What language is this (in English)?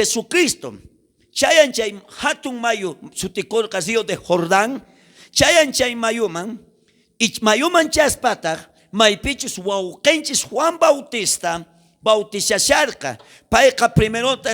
South Bolivian Quechua